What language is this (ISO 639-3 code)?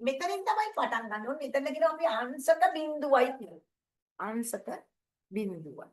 sin